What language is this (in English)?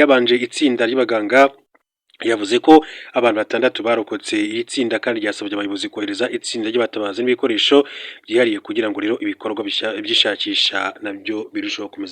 Kinyarwanda